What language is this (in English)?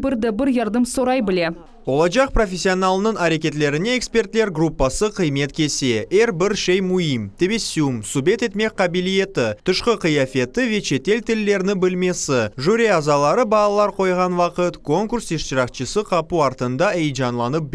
Crimean Tatar